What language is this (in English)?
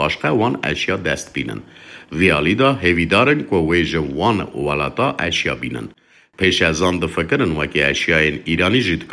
Kurdish